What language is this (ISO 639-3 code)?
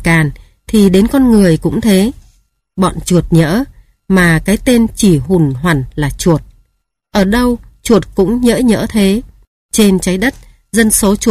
vie